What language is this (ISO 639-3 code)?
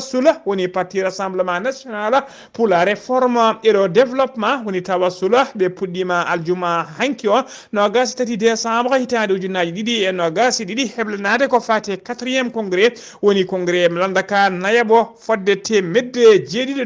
ful